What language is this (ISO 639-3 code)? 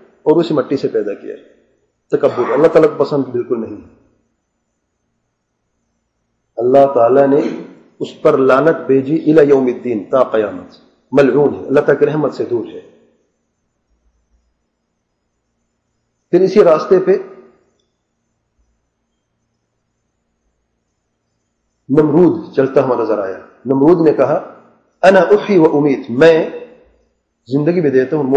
urd